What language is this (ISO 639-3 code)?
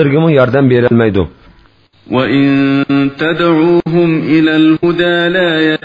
uig